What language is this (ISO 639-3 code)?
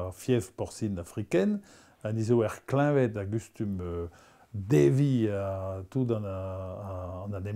bre